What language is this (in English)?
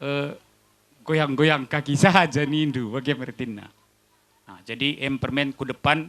Batak Karo